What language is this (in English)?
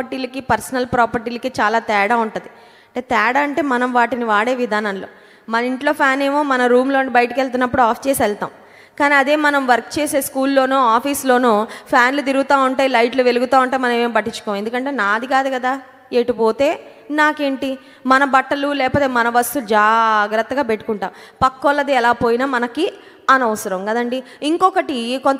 Telugu